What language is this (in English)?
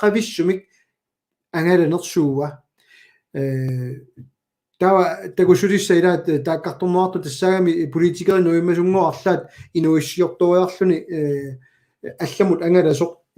Kalaallisut